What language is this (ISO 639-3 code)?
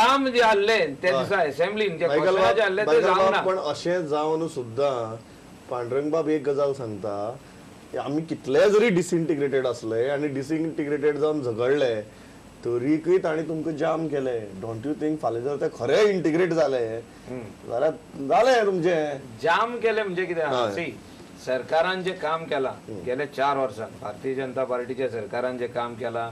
kok